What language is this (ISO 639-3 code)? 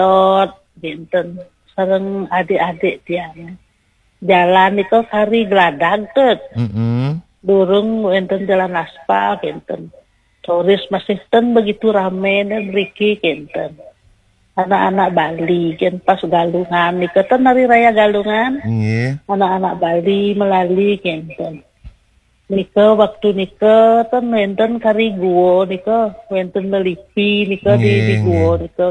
ban